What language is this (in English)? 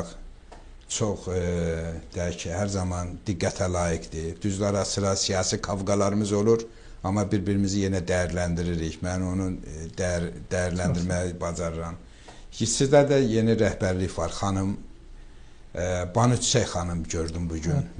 Azerbaijani